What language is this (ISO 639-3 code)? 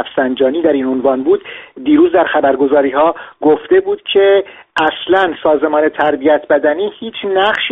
fas